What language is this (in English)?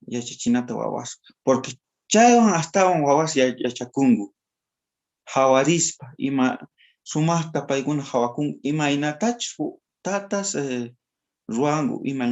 South Bolivian Quechua